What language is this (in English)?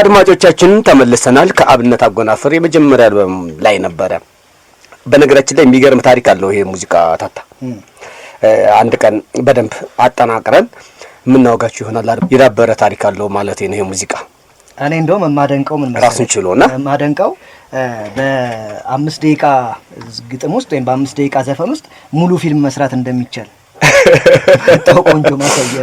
Amharic